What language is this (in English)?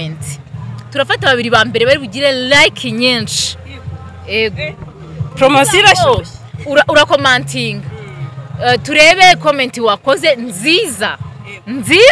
Kinyarwanda